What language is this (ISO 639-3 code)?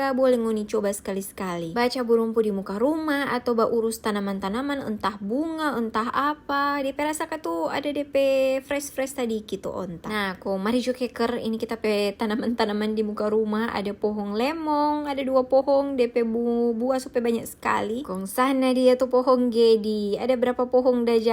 xmm